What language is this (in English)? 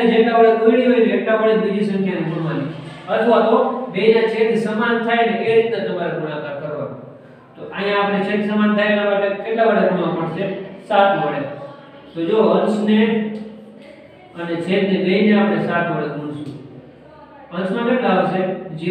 Gujarati